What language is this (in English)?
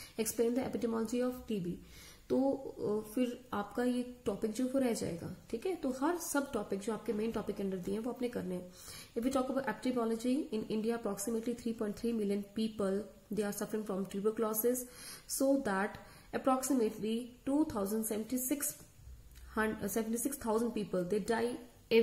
Hindi